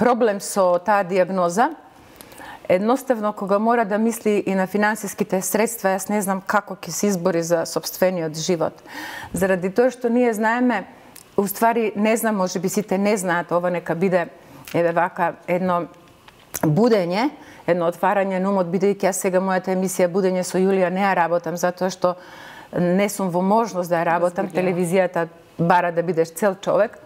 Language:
Macedonian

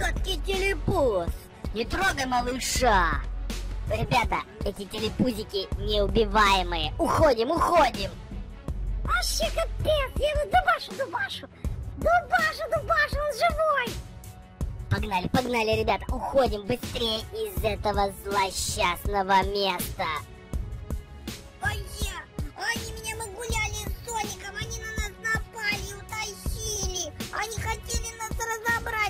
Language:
Russian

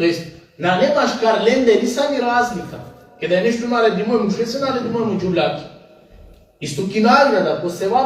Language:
Balkan Romani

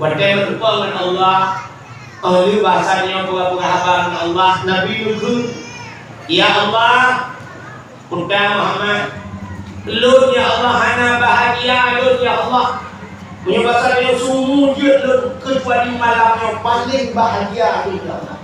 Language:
Achinese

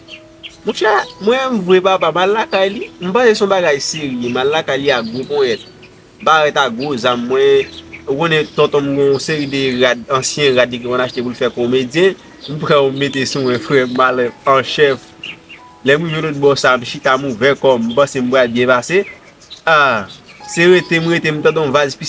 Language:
Haitian Creole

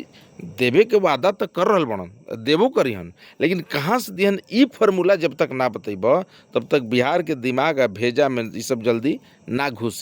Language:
Bhojpuri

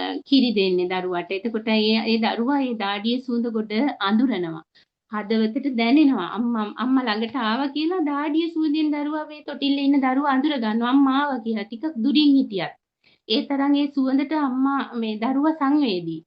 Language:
Sinhala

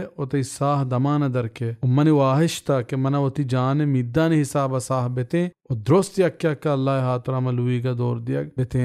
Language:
Baluchi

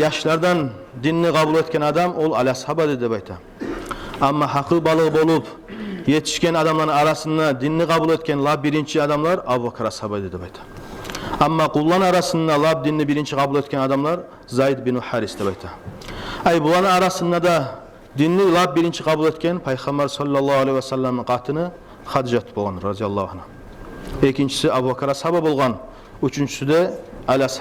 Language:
Kumyk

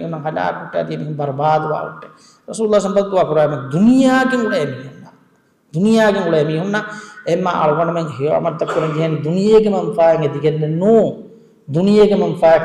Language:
Divehi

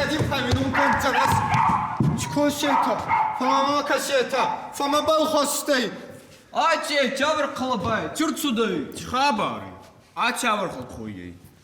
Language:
Ossetic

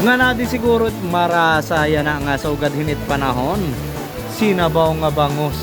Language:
Waray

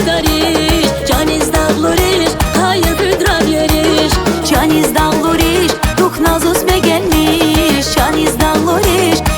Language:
Tabassaran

